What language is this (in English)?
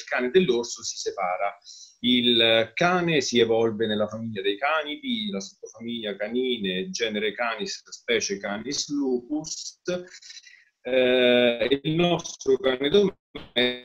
Italian